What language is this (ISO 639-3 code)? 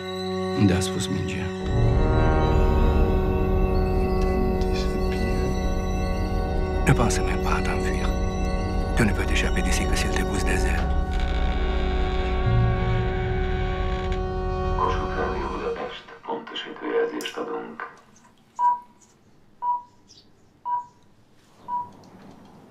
slk